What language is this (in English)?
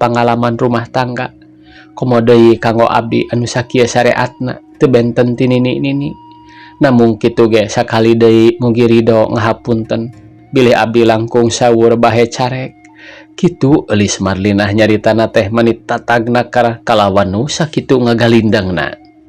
Sundanese